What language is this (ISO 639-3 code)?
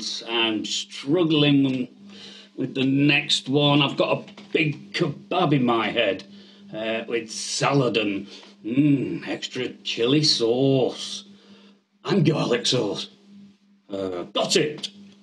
eng